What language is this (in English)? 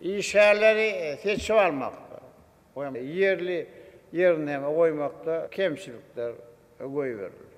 Turkmen